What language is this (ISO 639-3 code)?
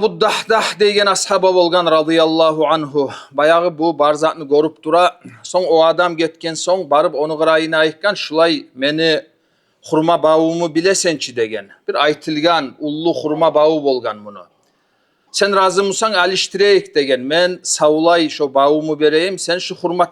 kum